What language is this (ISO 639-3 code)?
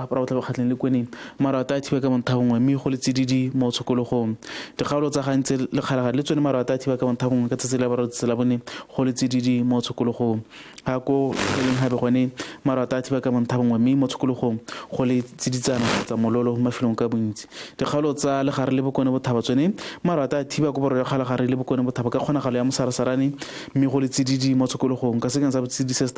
tsn